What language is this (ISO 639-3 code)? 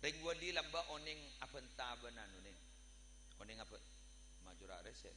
mad